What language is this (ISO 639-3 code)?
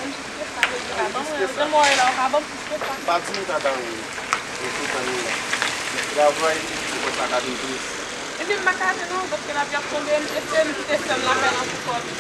hat